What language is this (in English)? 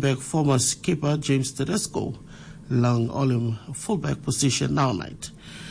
Tok Pisin